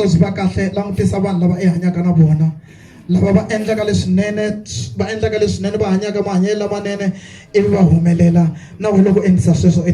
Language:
Tsonga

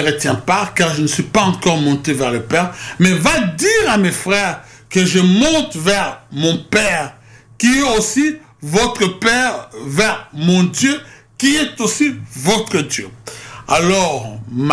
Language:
French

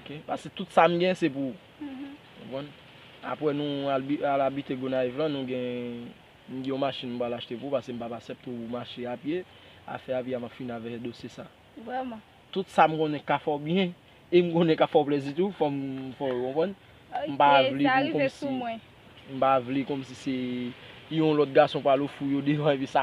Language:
Haitian Creole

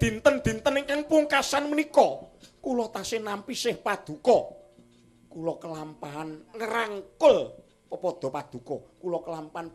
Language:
Javanese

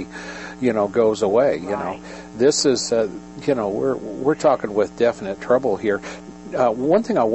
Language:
English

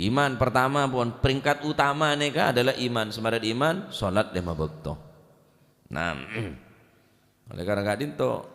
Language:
Madurese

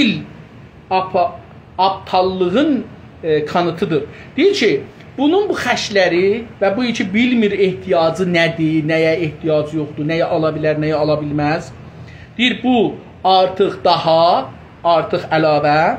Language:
South Azerbaijani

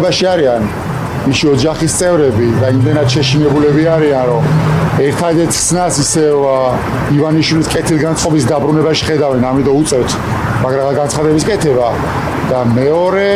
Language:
Georgian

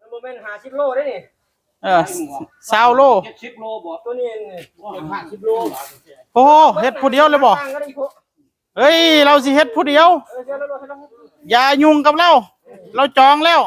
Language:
Northeastern Thai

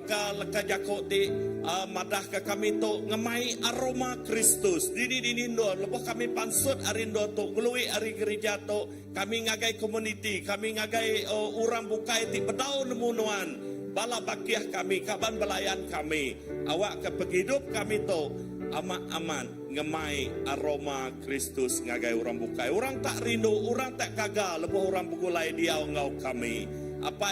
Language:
Iban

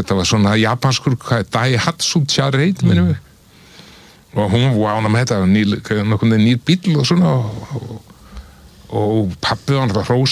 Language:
Icelandic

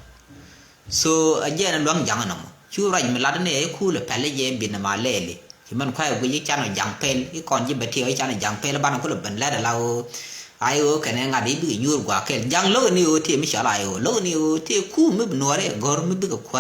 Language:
Nuer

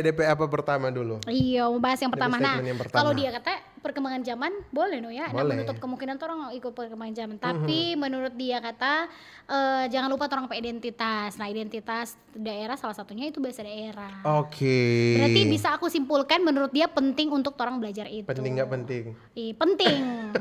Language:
Manado Malay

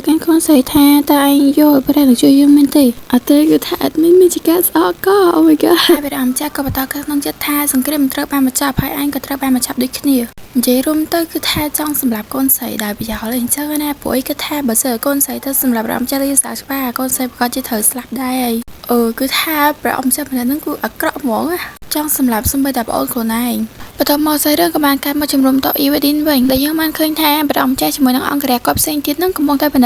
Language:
Khmer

